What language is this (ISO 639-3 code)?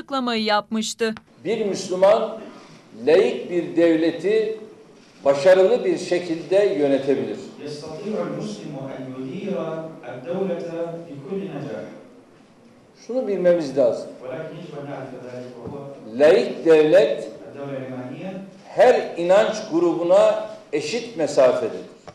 tur